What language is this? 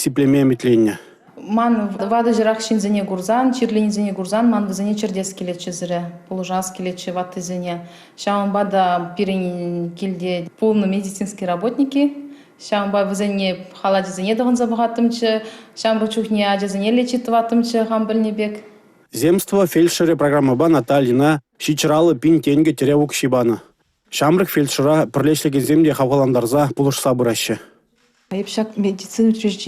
Chuvash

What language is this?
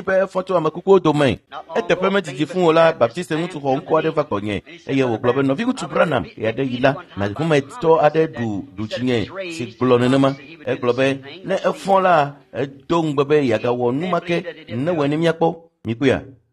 Ewe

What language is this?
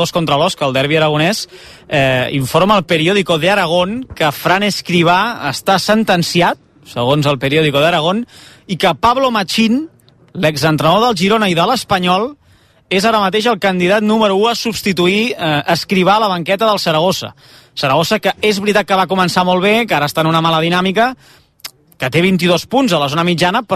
Catalan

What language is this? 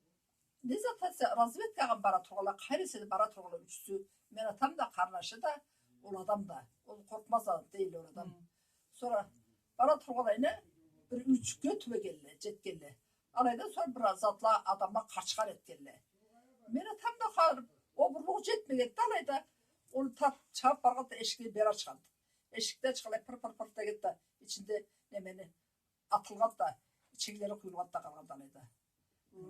Karachay-Balkar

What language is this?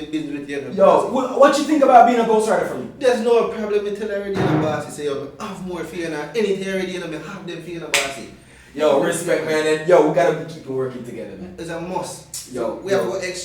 Jamaican Creole English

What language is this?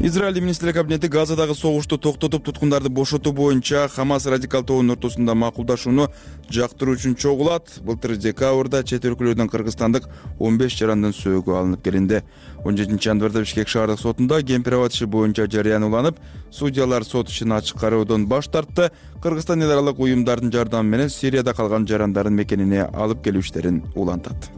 Kyrgyz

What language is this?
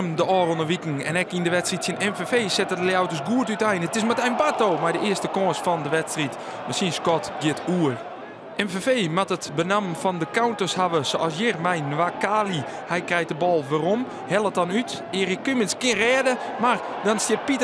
Western Frisian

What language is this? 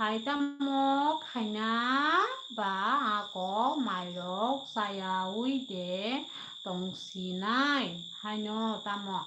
Kok Borok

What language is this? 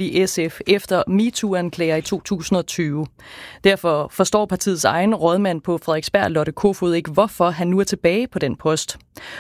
Danish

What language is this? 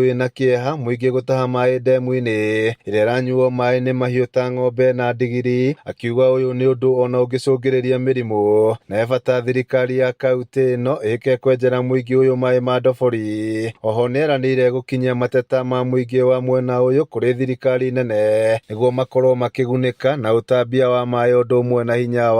Kikuyu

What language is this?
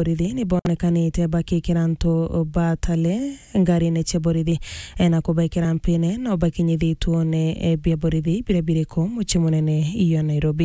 Meru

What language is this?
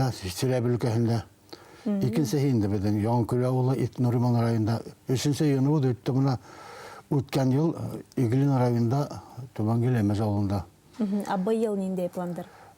Bashkir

